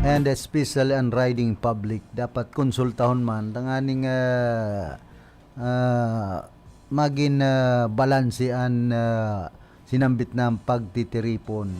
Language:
Bikol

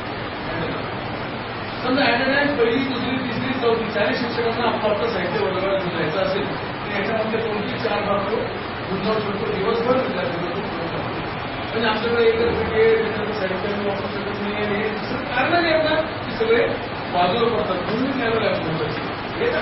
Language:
Marathi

